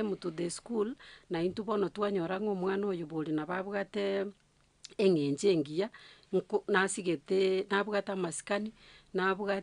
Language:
Gusii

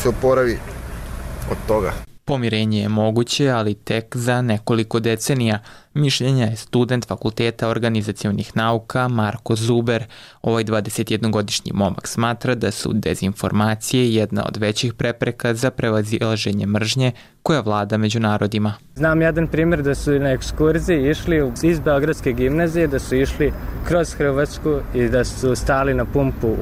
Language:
Bosnian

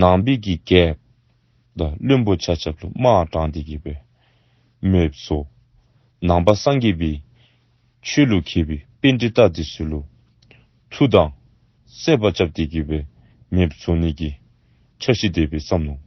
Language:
Dzongkha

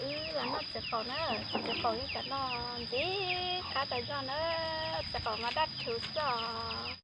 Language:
Hmong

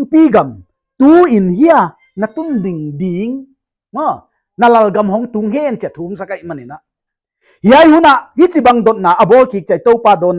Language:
Paite Chin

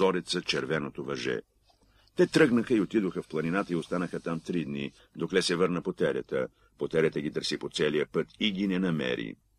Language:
Bulgarian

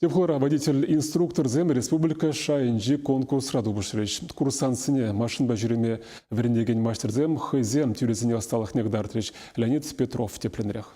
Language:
Chuvash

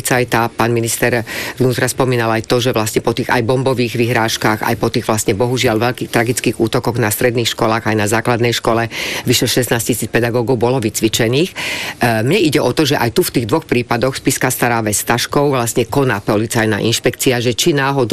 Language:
Slovak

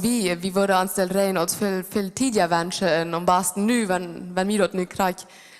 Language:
Plautdietsch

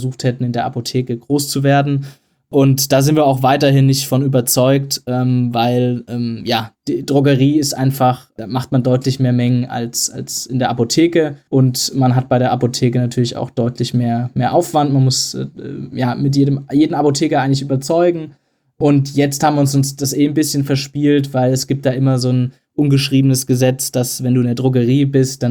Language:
German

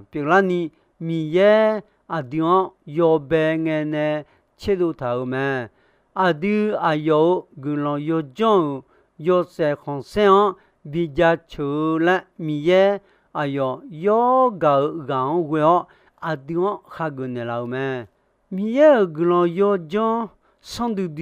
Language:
Akha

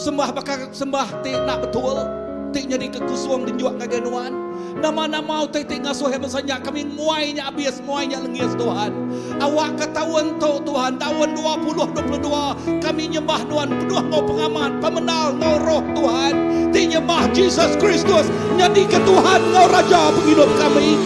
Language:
Iban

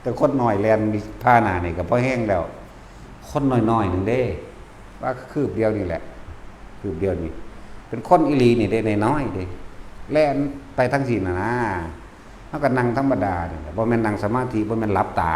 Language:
Northeastern Thai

